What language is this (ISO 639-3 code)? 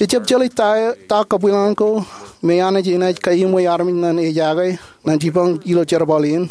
mah